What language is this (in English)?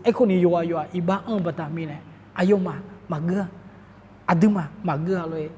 Akha